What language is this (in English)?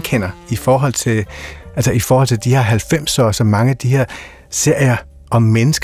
Danish